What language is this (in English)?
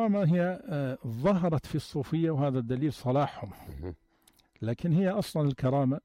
North Levantine Arabic